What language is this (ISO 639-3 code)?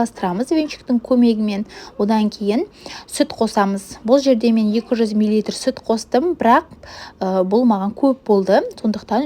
kaz